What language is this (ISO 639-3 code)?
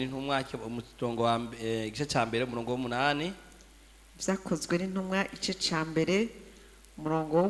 run